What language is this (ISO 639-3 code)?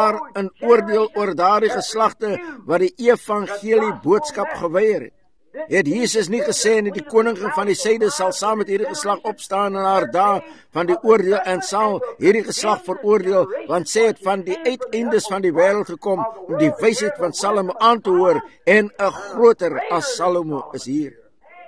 afr